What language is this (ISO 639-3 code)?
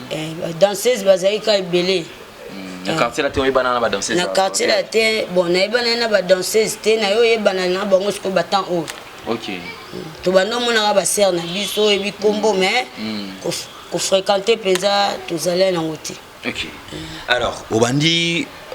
lin